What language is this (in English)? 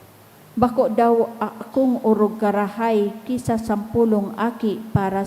Bikol